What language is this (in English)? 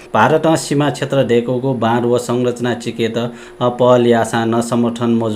Newari